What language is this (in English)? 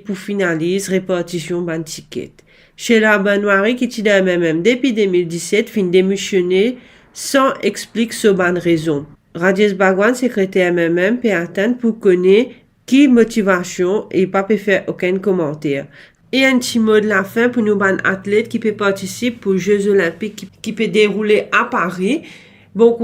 Morisyen